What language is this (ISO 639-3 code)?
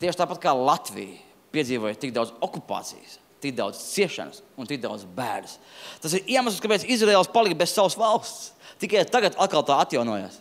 lav